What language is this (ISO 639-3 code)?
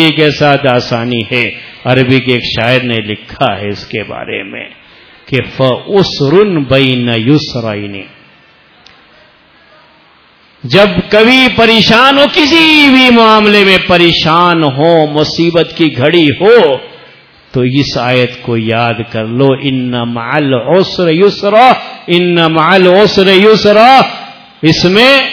urd